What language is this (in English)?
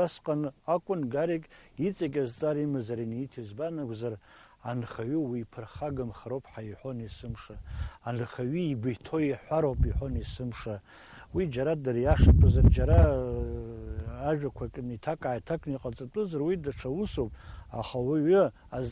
Abkhazian